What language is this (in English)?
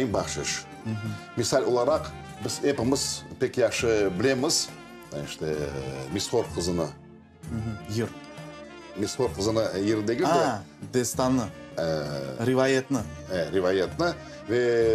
Crimean Tatar